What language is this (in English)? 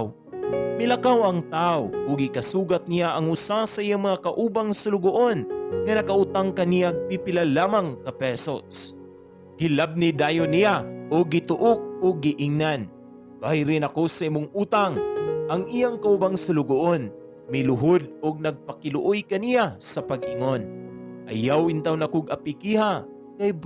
Cebuano